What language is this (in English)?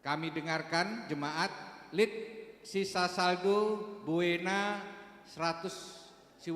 Batak Karo